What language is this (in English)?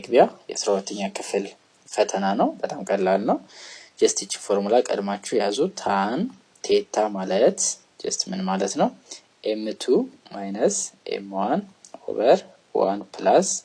Amharic